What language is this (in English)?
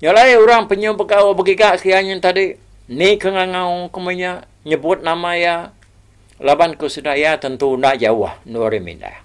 Iban